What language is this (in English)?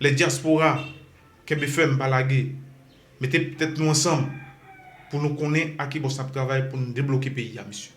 Haitian Creole